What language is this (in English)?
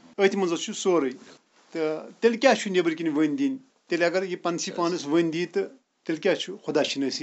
Kashmiri